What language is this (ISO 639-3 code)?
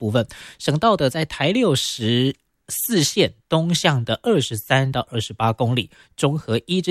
zho